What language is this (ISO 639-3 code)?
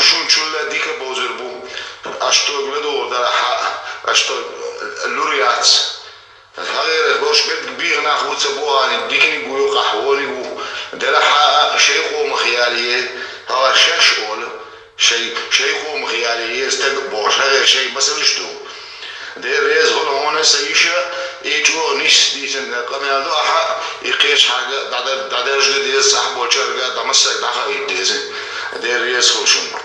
che